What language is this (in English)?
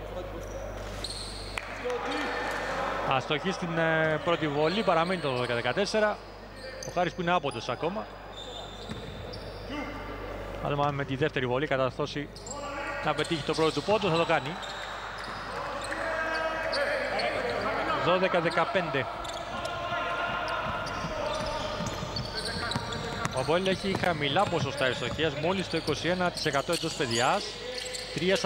Greek